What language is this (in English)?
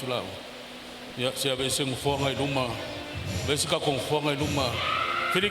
Samoan